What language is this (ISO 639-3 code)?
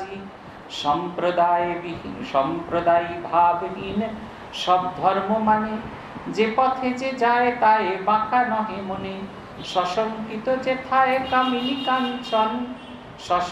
ben